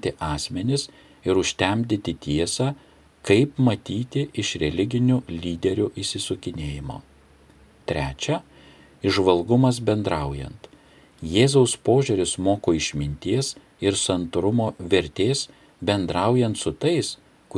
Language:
Lithuanian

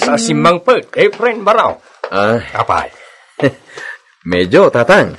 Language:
Iloko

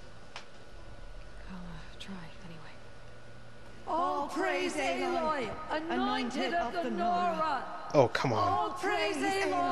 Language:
English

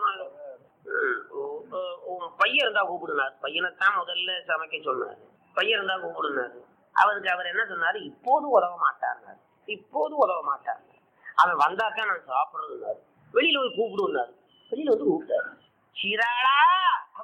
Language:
Tamil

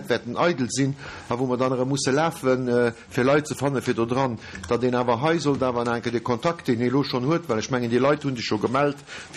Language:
Luxembourgish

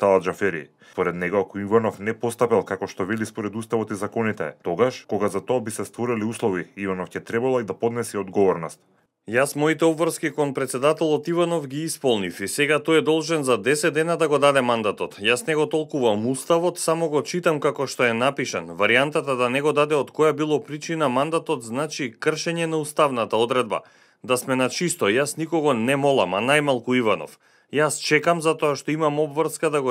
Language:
Macedonian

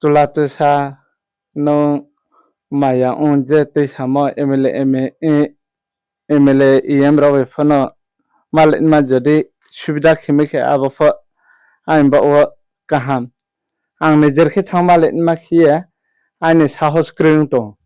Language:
Riang (India)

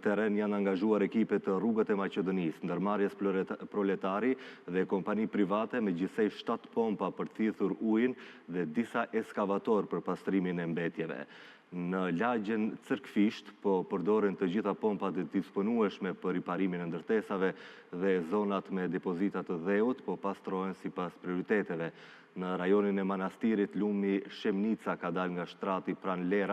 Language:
Albanian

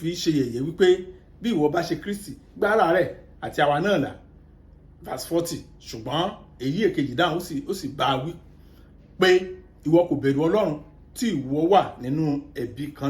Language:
Yoruba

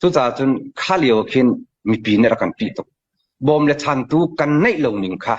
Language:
Hakha Chin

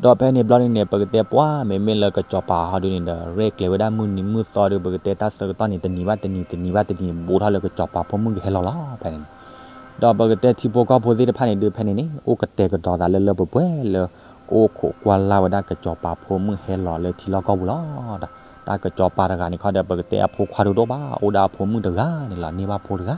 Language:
S'gaw Karen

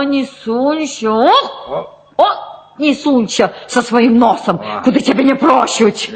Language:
Belarusian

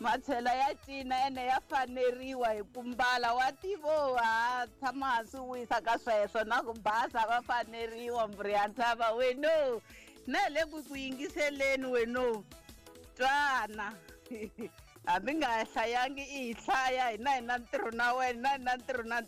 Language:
Tsonga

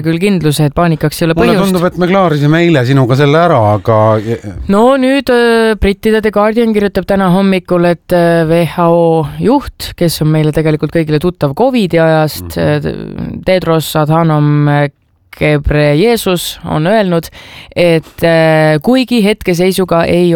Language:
Estonian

